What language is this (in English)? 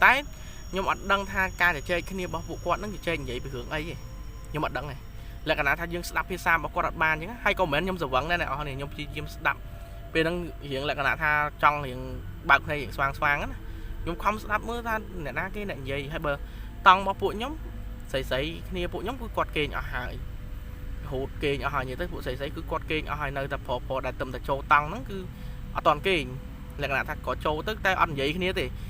Khmer